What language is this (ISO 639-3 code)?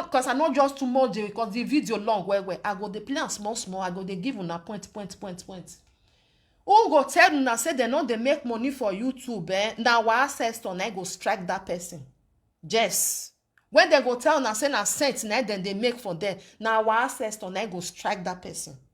pcm